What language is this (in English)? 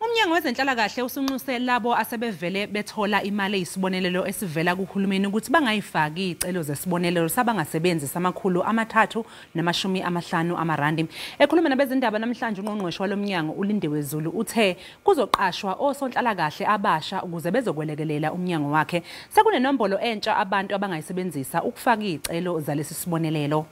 Zulu